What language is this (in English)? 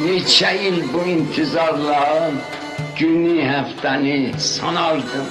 South Azerbaijani